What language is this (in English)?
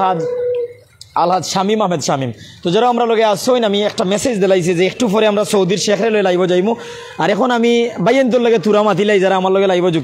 Sylheti